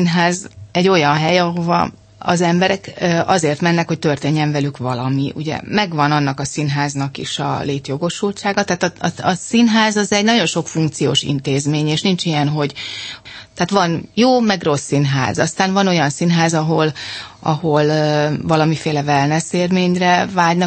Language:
Hungarian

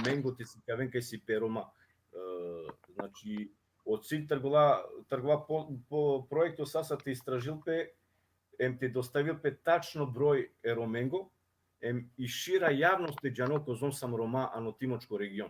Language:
Balkan Romani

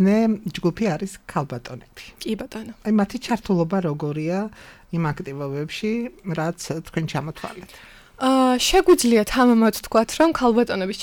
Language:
Georgian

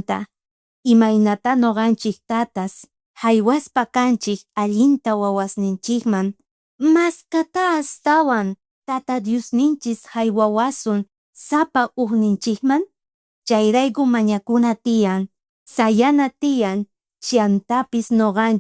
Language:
South Bolivian Quechua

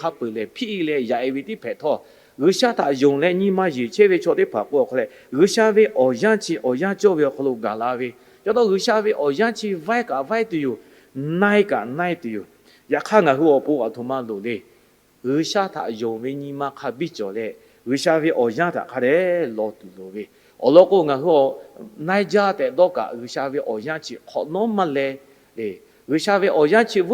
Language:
Lahu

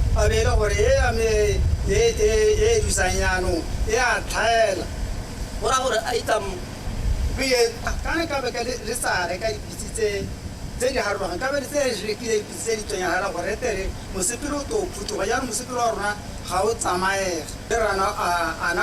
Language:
Tswana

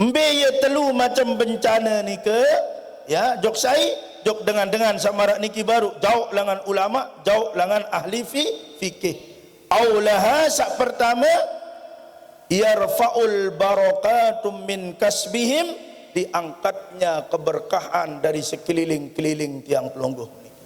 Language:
Sasak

